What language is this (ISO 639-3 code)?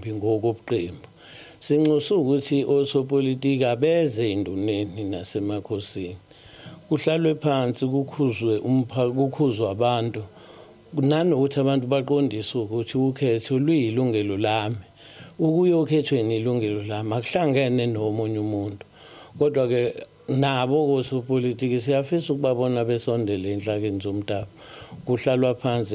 zul